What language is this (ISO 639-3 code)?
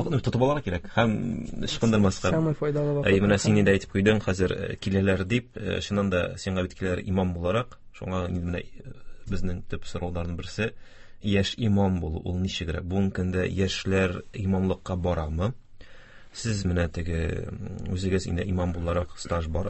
tat